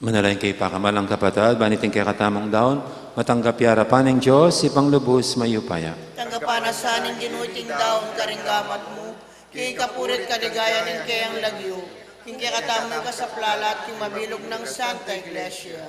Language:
Pampanga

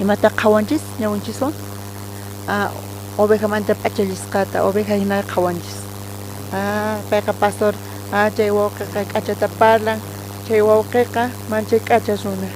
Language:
South Bolivian Quechua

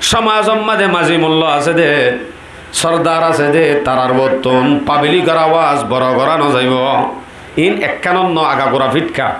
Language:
Rohingya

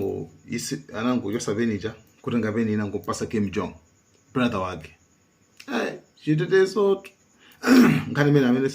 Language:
Nyanja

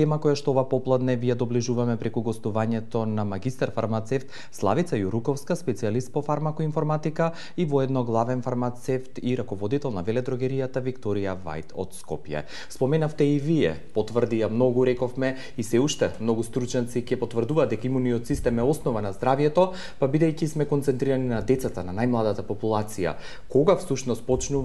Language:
Macedonian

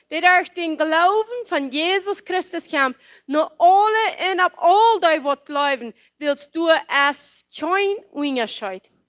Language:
Plautdietsch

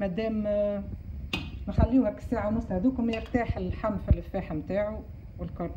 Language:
Tunisian Arabic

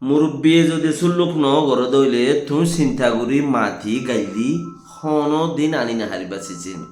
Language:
Rohingya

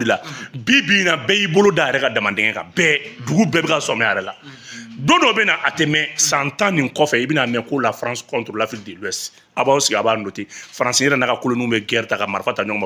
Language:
Bambara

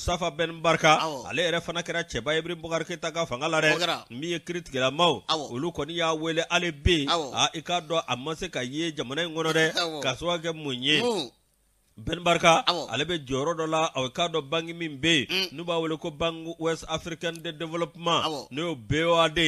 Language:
Bambara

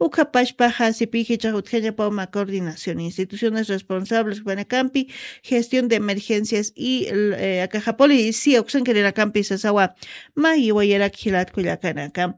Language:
Aymara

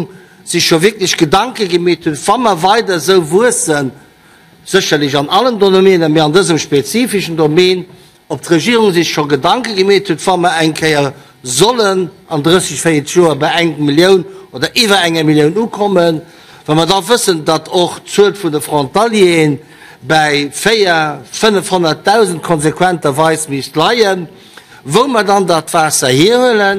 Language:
Luxembourgish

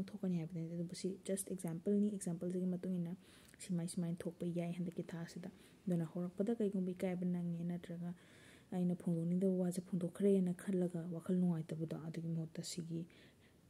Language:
Manipuri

